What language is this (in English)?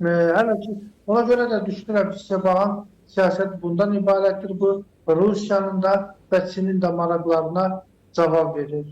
Azerbaijani